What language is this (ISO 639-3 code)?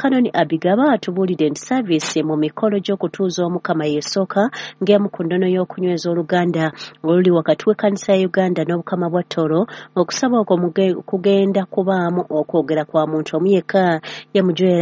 lug